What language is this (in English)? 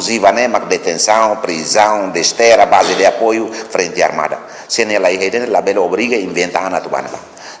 Tetum